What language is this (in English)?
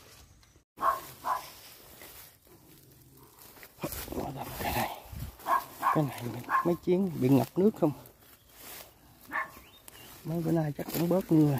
Vietnamese